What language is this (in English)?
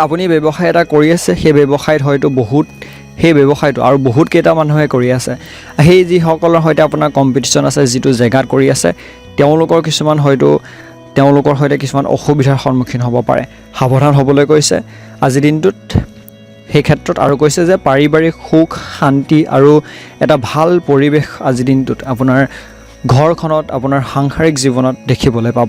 Assamese